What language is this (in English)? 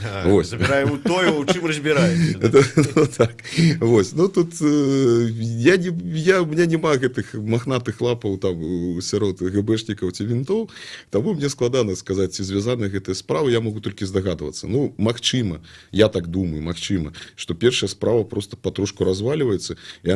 Belarusian